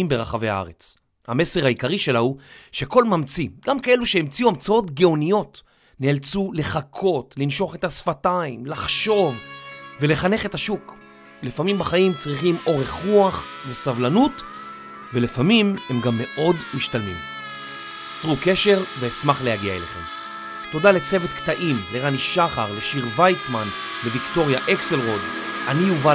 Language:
Hebrew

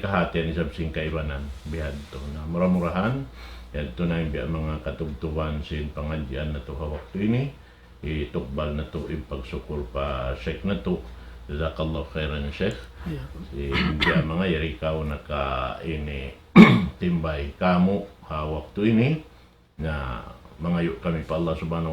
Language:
Tausug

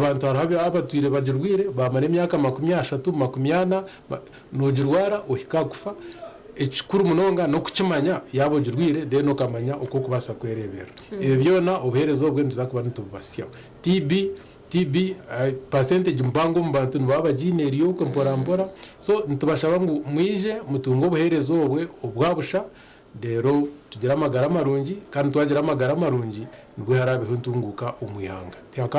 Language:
Nyankole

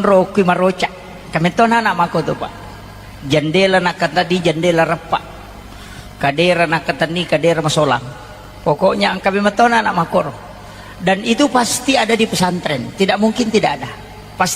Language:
Buginese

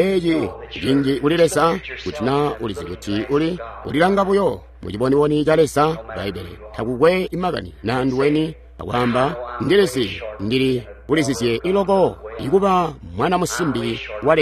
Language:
Tonga (Zambia)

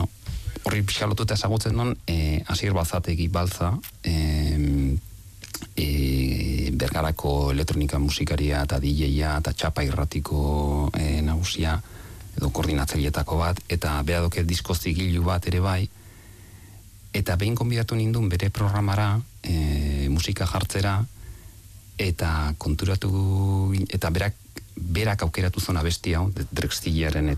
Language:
Basque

